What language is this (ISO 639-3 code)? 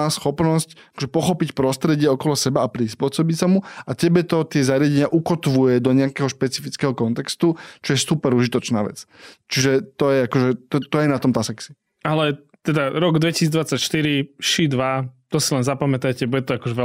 slk